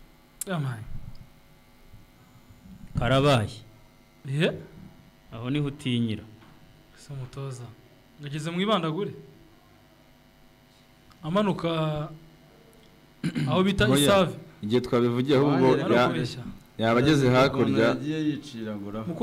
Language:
Kinyarwanda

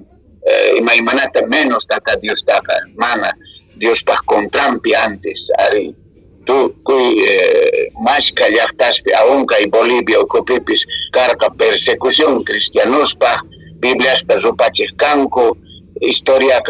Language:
Quechua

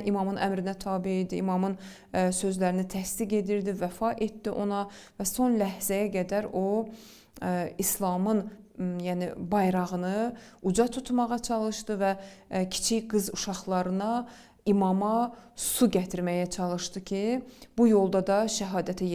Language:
Azerbaijani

